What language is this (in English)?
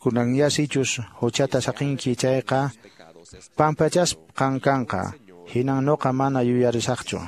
Quechua